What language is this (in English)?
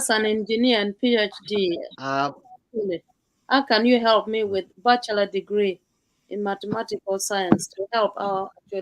Acoli